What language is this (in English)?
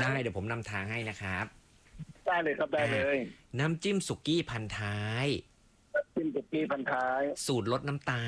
Thai